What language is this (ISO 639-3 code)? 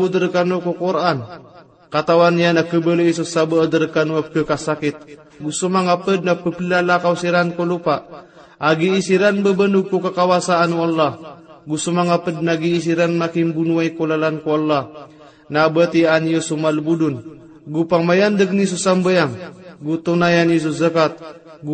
mrw